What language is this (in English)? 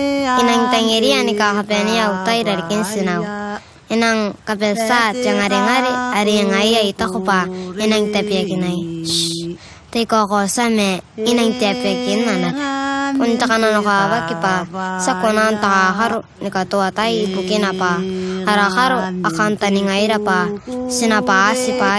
Gilbertese